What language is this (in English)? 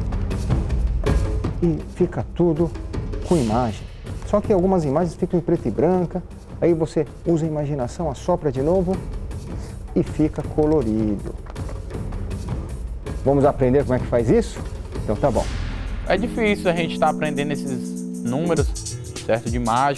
Portuguese